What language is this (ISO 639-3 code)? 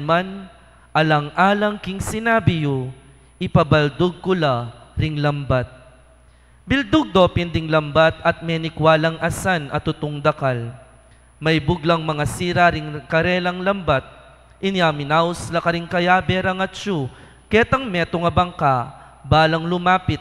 pam